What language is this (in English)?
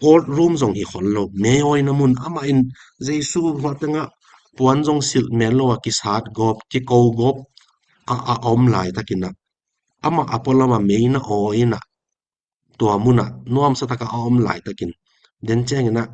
Tedim Chin